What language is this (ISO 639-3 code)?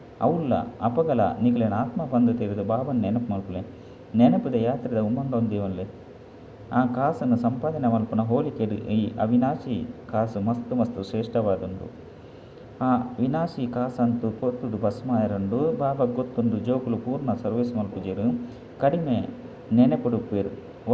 tcy